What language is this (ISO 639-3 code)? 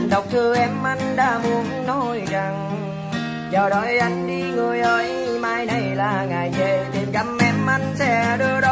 vie